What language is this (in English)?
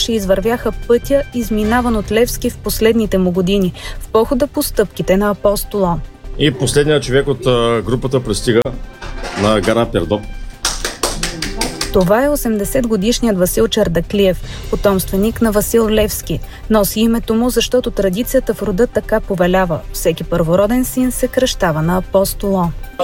Bulgarian